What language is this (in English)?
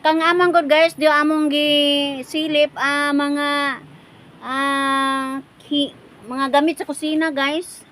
Cebuano